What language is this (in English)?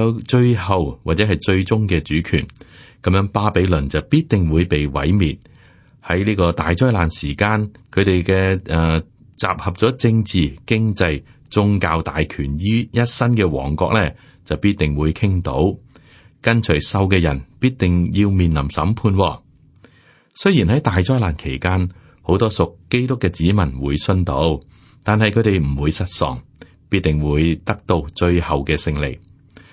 Cantonese